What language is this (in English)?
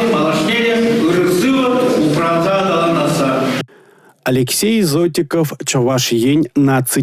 Chuvash